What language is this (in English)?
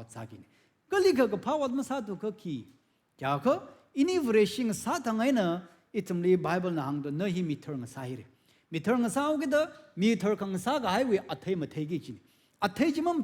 Tangkhul Naga (India)